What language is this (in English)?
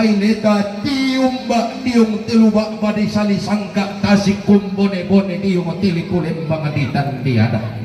Toraja-Sa'dan